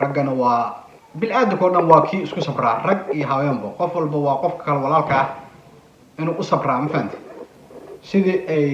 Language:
Somali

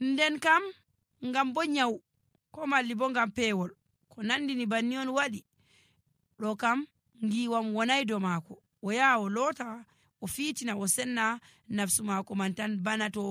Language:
Nigerian Fulfulde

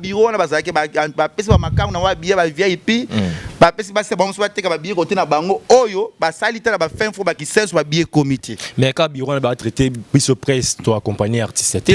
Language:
Lingala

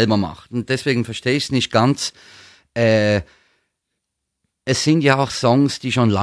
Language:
German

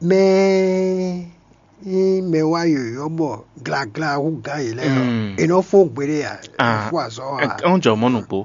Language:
Fon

